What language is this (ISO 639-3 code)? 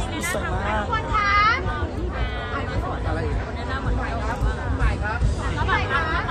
tha